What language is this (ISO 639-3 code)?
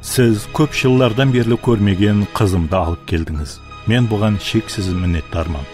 kaa